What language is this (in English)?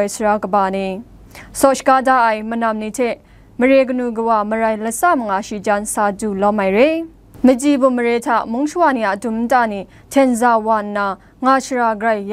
Kachin